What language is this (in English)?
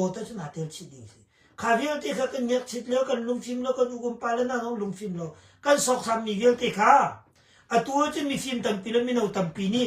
Hakha Chin